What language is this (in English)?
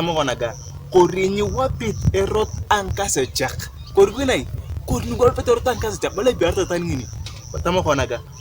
Turkana